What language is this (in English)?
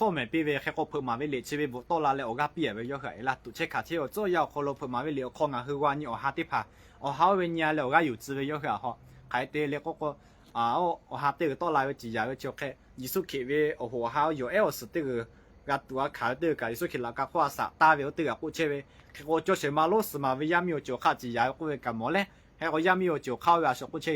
Lahu